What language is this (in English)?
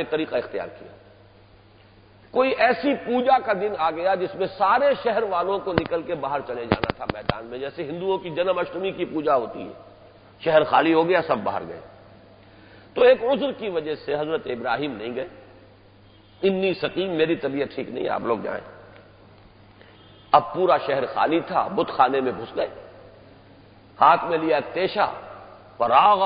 Urdu